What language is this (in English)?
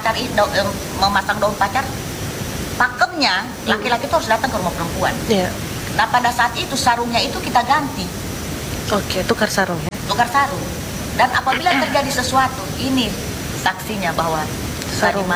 Indonesian